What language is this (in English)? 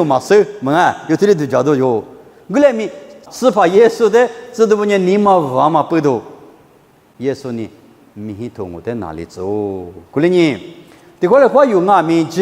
Lisu